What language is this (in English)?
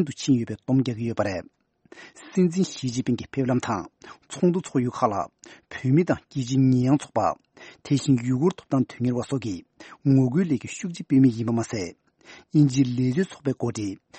Tibetan